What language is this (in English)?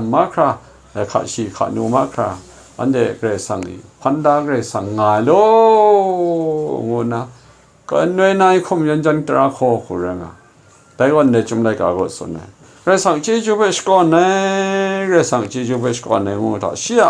Kachin